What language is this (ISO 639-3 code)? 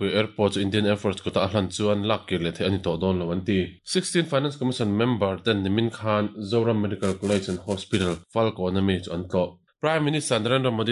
lus